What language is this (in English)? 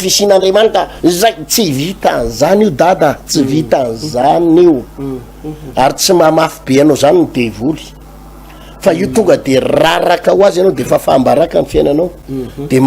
Malagasy